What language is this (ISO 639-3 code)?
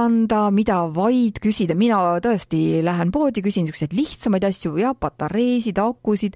est